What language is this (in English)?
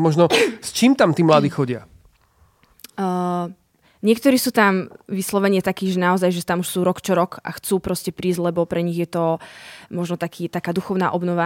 Slovak